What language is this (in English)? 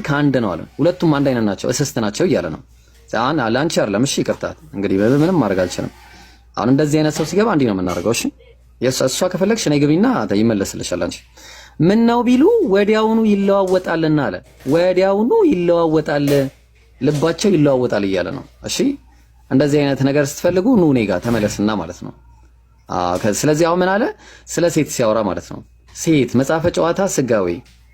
Amharic